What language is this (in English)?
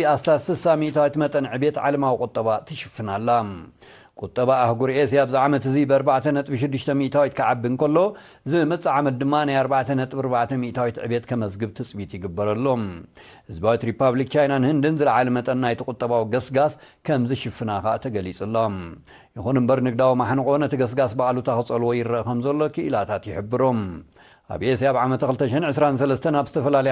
Tigrinya